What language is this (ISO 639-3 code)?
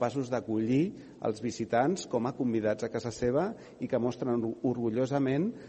cat